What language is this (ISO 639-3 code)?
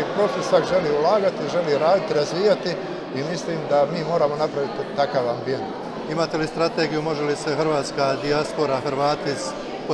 hrv